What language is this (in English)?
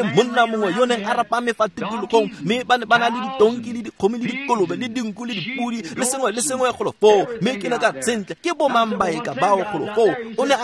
Tswana